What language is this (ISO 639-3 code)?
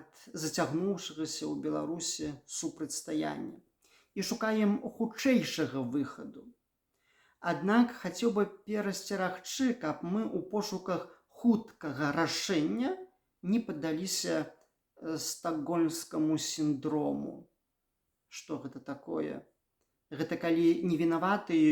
bel